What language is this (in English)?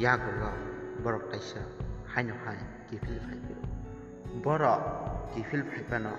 Kok Borok